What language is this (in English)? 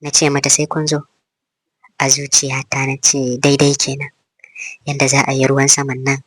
Hausa